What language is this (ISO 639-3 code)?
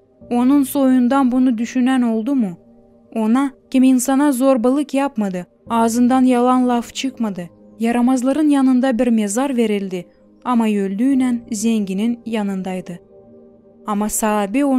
gag